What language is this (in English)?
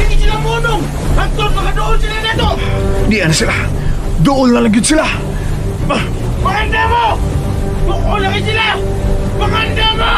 Cebuano